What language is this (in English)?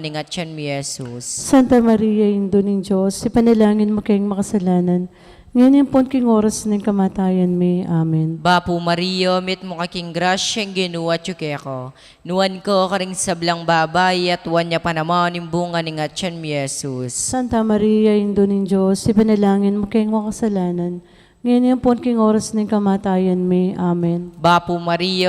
Pampanga